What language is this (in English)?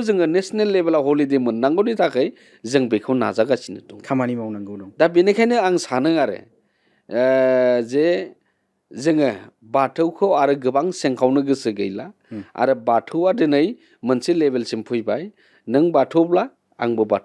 Bodo